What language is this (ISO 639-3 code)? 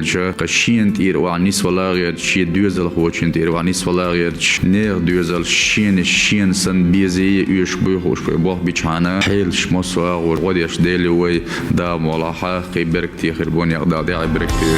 che